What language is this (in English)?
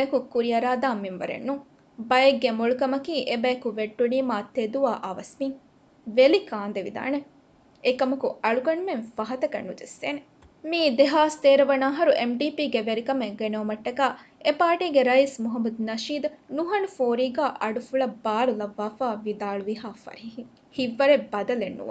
Divehi